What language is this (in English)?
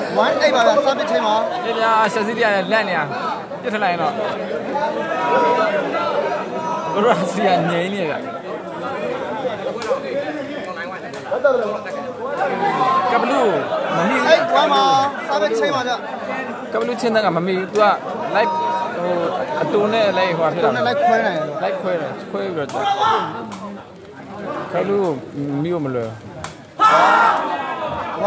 Burmese